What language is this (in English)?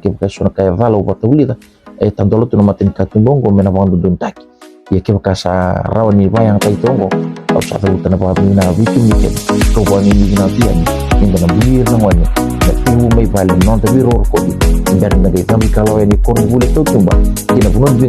Fijian